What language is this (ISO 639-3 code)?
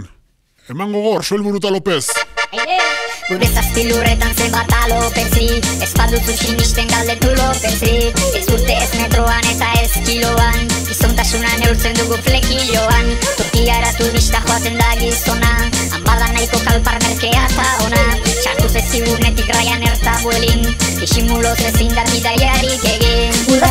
eus